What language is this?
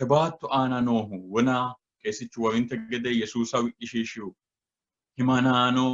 Sidamo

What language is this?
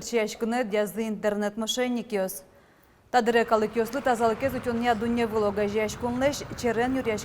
Udmurt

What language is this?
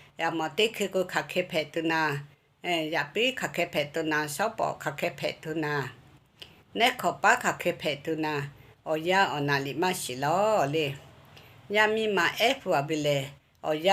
Lahu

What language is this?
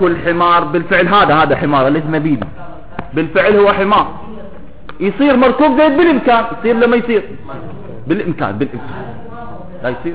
Mesopotamian Arabic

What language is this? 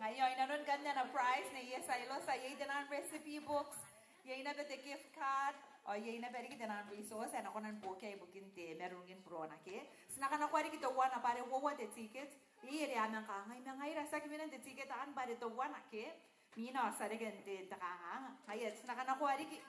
Gilbertese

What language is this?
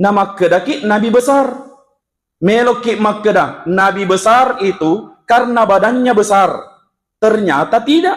Buginese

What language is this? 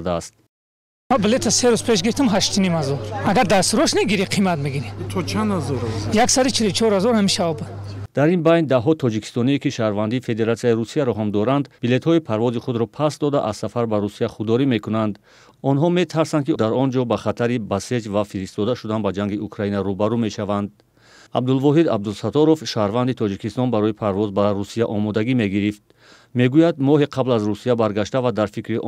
Tajik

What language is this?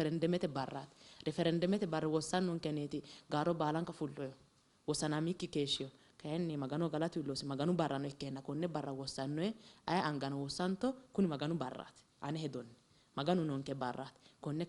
Sidamo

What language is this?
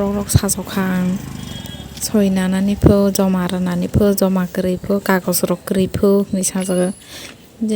Kok Borok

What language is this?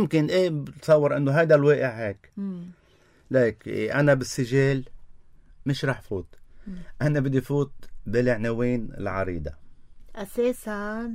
North Levantine Arabic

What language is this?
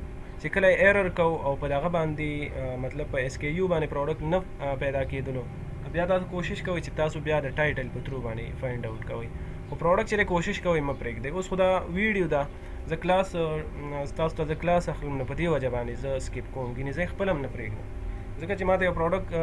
Pashto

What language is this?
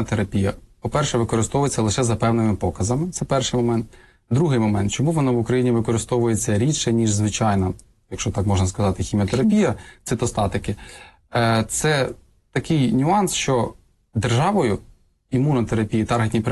Ukrainian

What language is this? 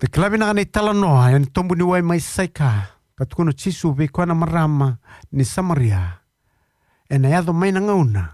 Fijian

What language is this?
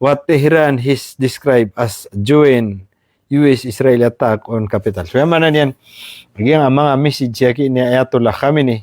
Maranao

